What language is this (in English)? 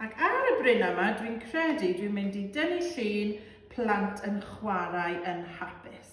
Welsh